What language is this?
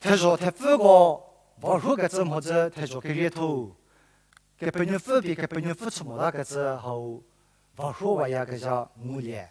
Angami Naga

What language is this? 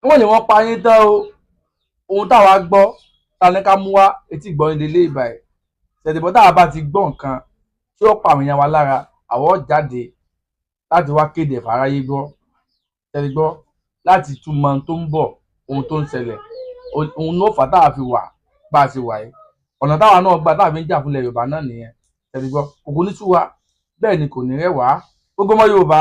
Yoruba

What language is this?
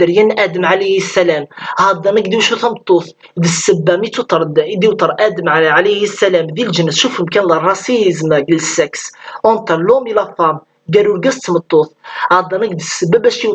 Kabyle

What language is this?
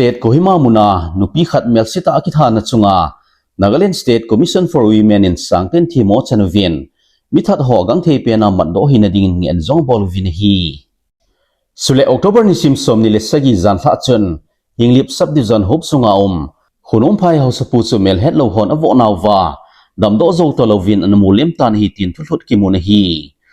Thado Chin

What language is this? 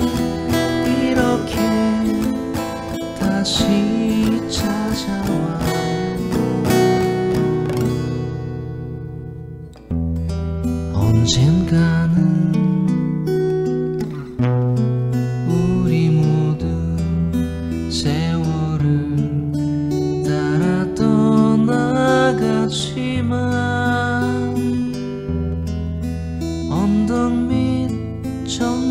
Korean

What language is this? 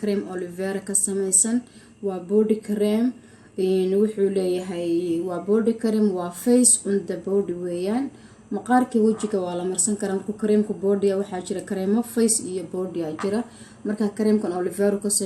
Somali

